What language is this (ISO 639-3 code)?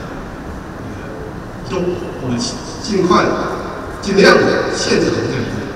zho